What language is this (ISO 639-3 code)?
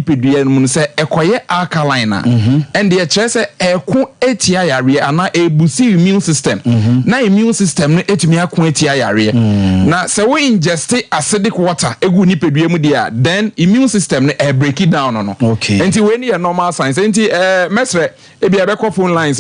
aka